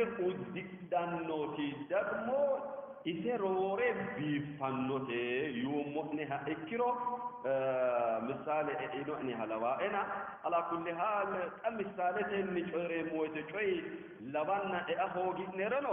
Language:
Sidamo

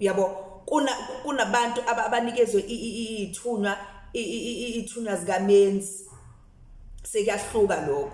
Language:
Zulu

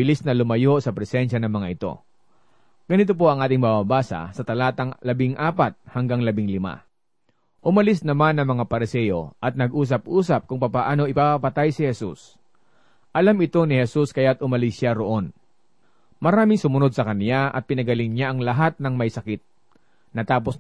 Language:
Filipino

